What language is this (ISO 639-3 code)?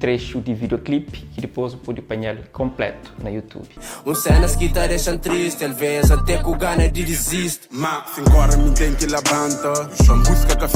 kea